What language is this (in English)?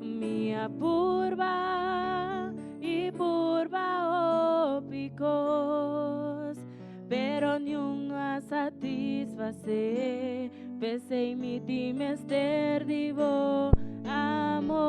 Papiamento